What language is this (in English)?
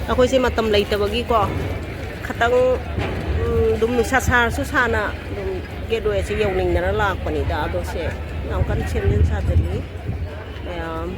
Manipuri